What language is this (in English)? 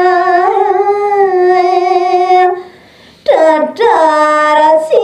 Balinese